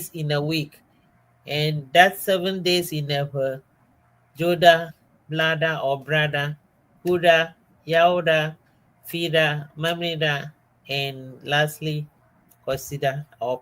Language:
Ewe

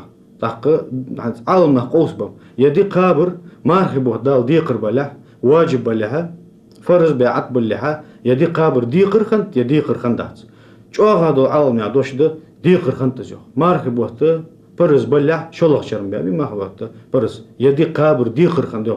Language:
Ingush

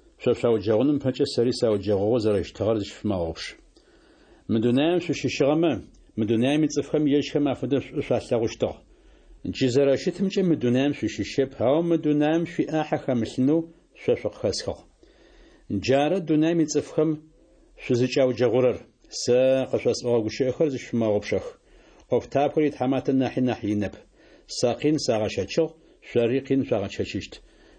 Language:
Adyghe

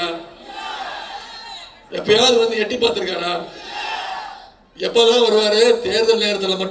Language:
Tamil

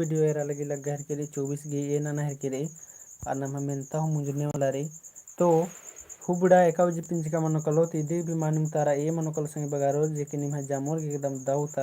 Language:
Kurukh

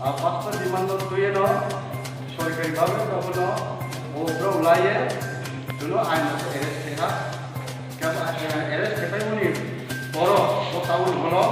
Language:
Riang (India)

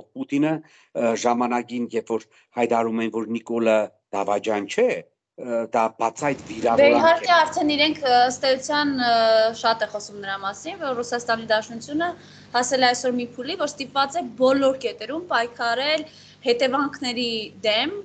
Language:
Armenian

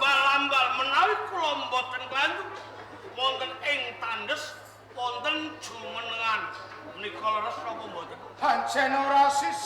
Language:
Javanese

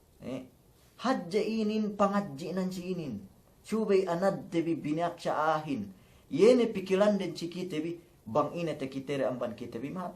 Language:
Yakan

